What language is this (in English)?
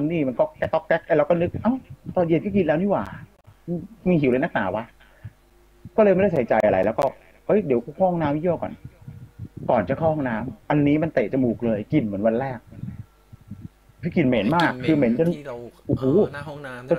Thai